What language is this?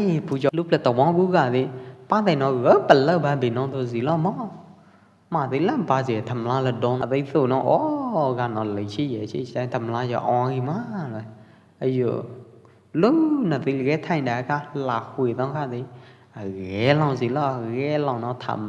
Pwo Eastern Karen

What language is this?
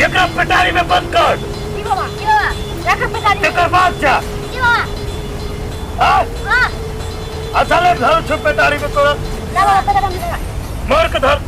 Maithili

